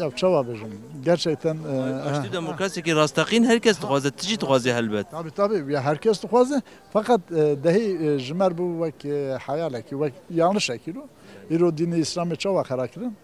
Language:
Kurdish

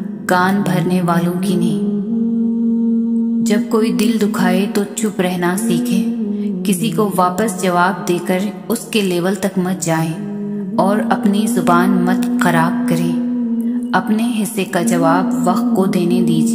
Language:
Urdu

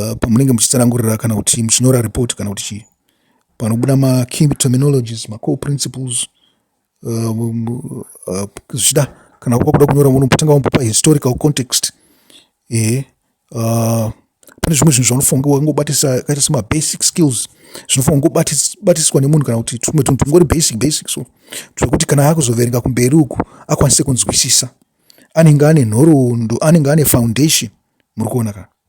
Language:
Shona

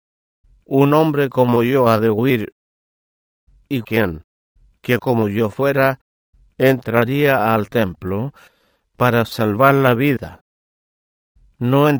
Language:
Spanish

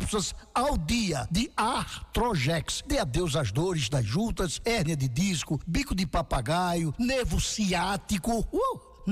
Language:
Portuguese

